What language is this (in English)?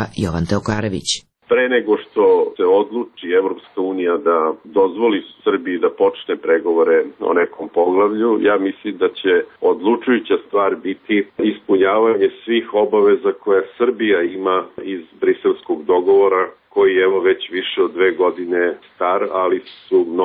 Serbian